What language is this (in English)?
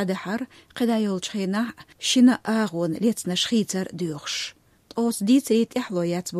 Chechen